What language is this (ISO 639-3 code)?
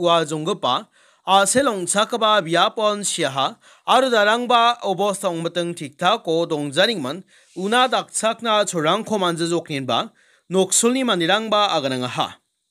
grt